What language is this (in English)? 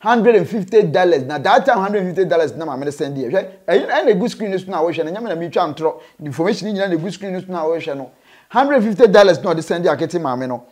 Akan